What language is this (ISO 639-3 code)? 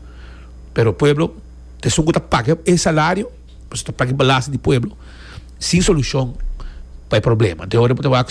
pap